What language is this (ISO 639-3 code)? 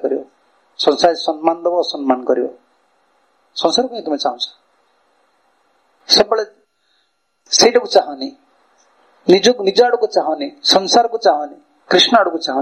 ori